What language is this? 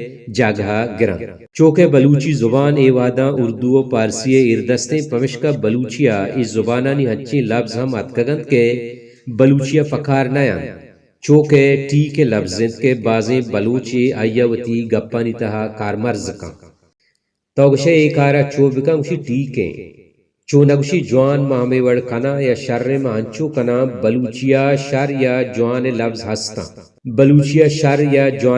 Baluchi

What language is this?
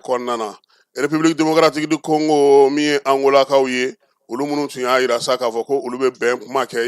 Bambara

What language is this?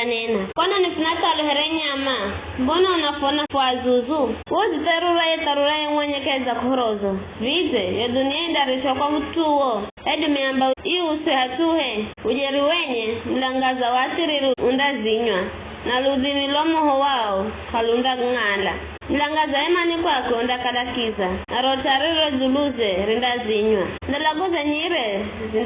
Giryama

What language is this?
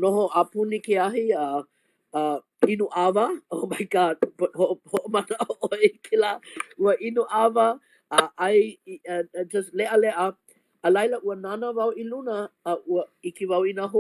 Hawaiian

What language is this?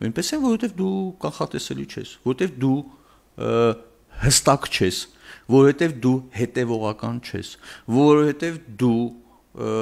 Armenian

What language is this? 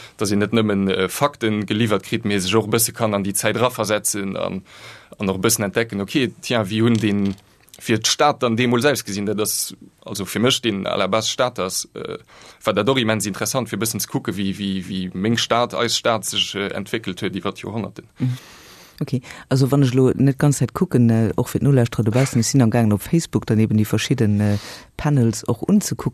Luxembourgish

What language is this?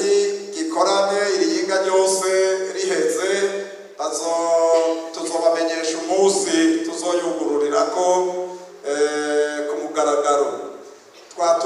Rundi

